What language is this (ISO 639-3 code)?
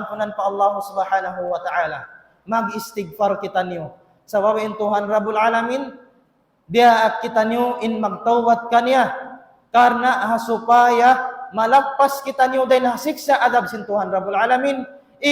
tsg